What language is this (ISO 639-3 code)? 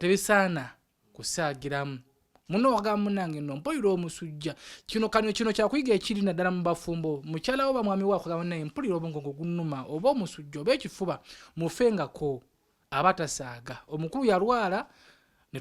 lug